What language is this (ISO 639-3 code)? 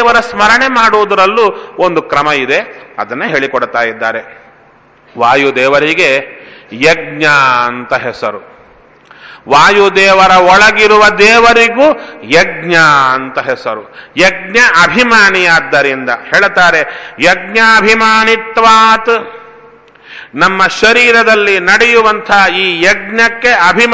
kan